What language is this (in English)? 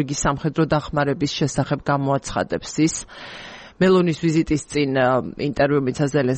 Georgian